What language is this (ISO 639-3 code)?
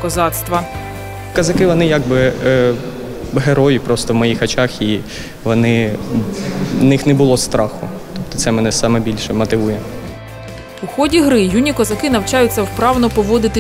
ukr